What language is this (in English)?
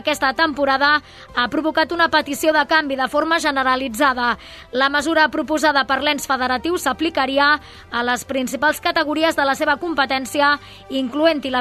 Catalan